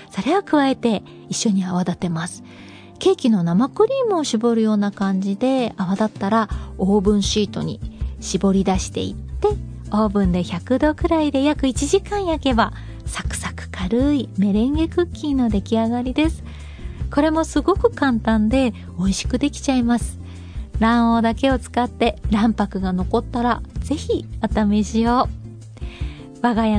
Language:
Japanese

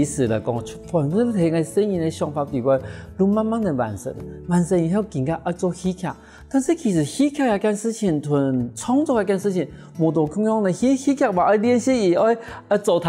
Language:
Hakka Chinese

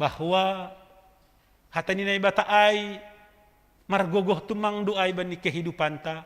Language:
Batak Simalungun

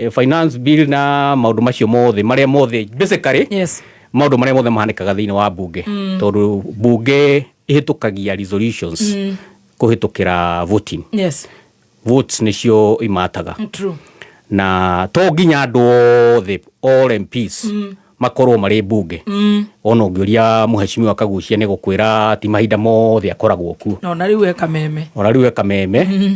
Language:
Kikuyu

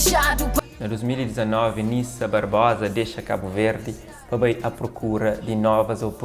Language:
Kabuverdianu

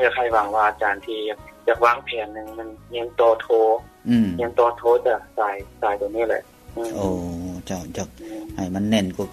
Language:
Lao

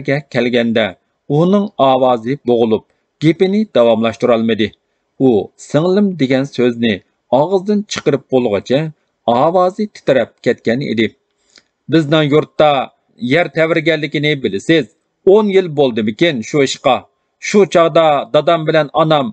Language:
Uyghur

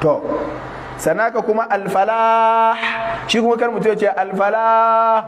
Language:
Hausa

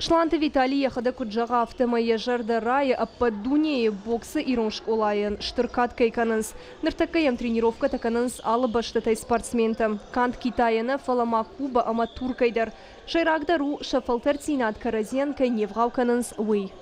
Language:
Ossetic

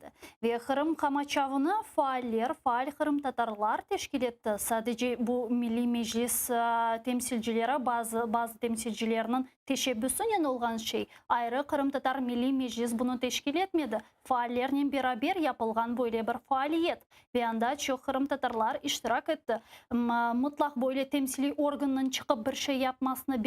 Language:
Crimean Tatar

